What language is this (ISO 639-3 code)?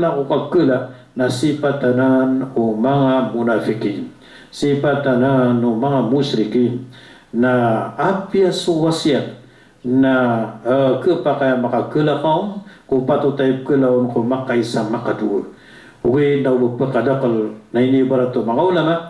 mrw